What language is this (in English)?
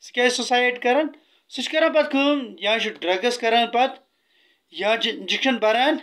Kashmiri